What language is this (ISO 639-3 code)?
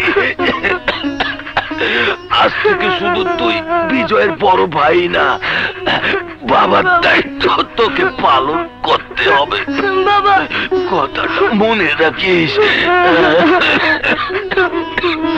ben